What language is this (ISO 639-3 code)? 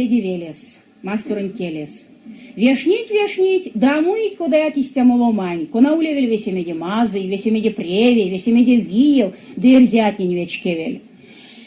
myv